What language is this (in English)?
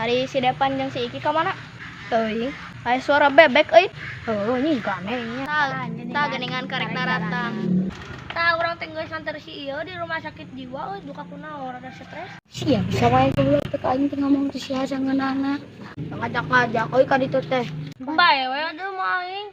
Sundanese